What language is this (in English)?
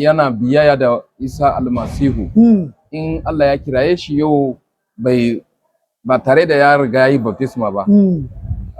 Hausa